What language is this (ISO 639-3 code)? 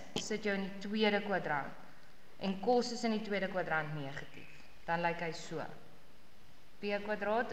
afr